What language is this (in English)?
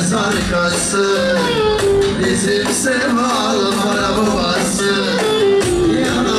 Turkish